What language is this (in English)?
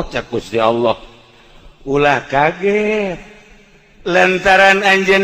Sundanese